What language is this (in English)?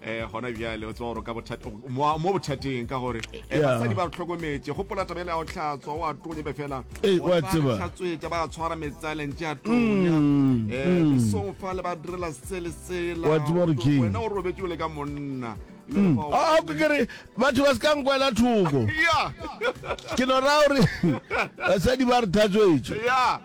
Northern Sotho